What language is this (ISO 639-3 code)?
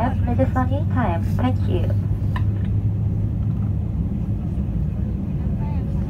jpn